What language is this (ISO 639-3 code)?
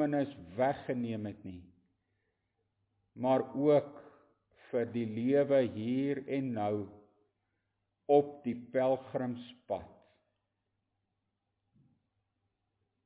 afr